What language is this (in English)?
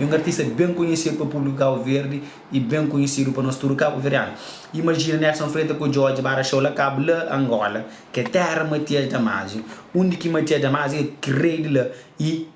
Kabuverdianu